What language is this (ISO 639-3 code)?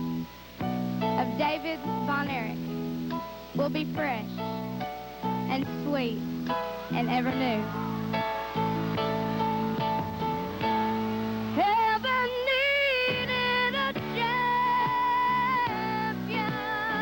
eng